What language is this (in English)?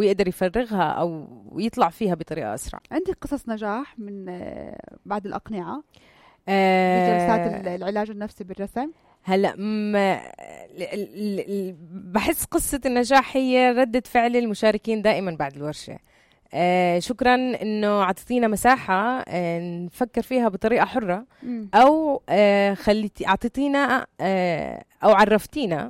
North Levantine Arabic